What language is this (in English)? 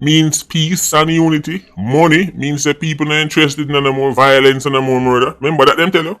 Jamaican Creole English